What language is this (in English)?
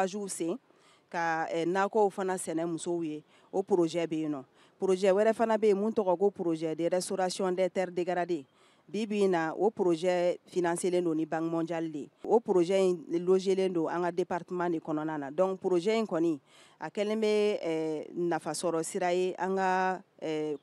Bambara